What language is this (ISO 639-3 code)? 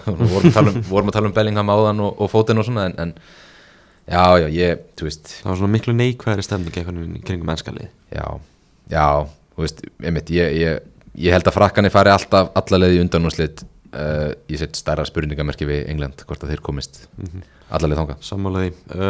isl